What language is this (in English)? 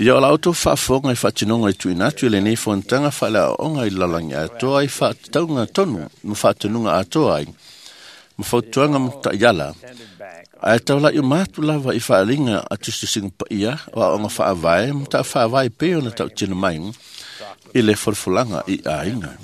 Samoan